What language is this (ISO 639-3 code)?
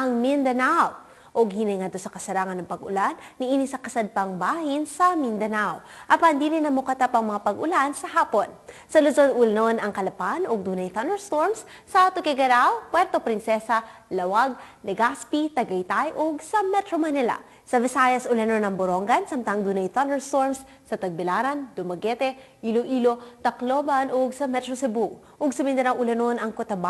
ceb